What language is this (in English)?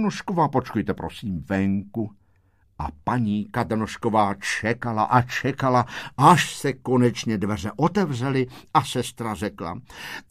Czech